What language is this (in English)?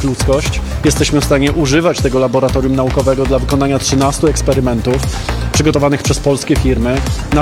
Polish